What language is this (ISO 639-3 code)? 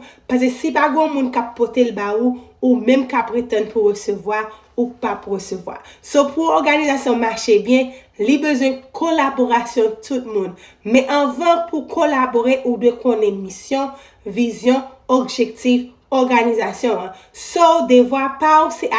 hat